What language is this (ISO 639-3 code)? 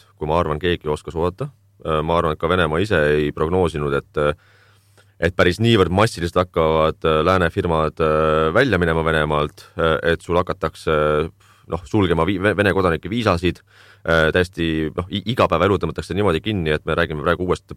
est